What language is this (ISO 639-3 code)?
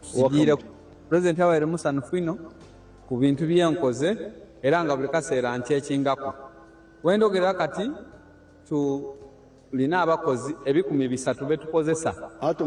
nyn